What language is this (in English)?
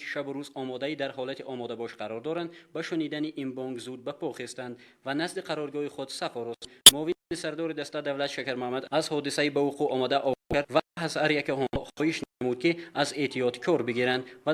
Tajik